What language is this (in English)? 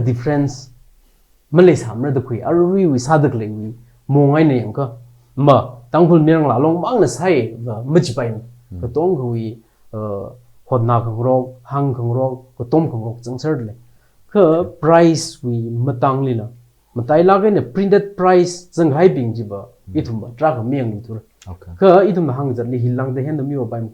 Tangkhul Naga (India)